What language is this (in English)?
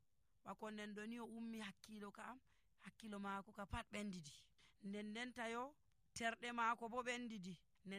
Nigerian Fulfulde